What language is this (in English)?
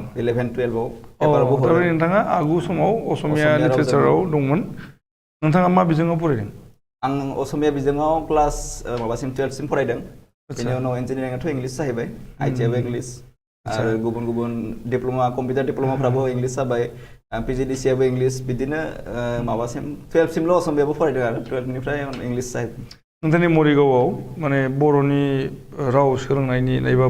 Bodo